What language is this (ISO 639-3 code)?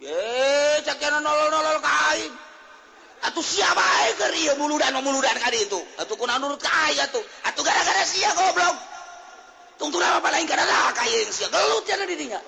sun